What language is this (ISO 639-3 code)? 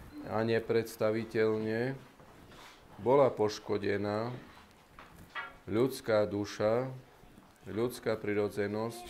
slk